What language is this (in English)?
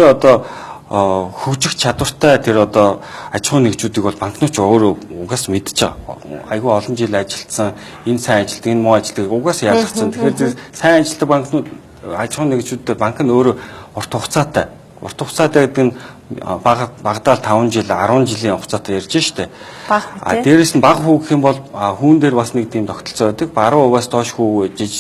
Mongolian